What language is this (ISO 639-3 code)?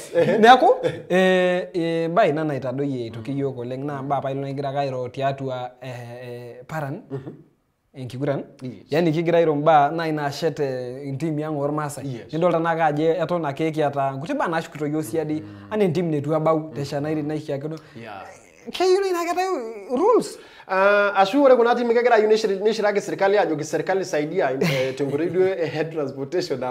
mas